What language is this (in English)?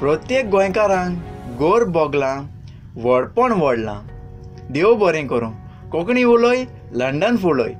Konkani